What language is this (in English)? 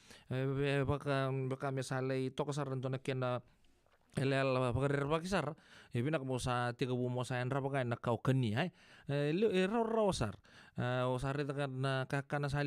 Fijian